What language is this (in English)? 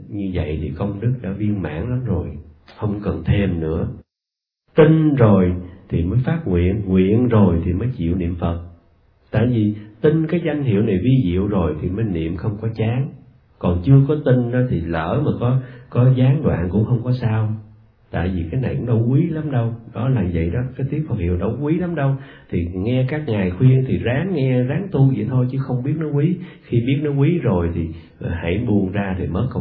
Vietnamese